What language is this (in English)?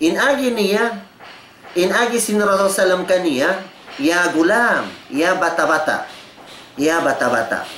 Tausug